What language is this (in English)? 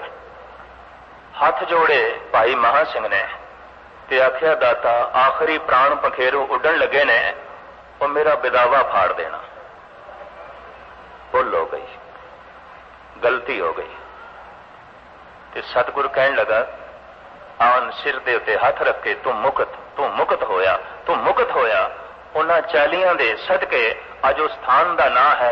Punjabi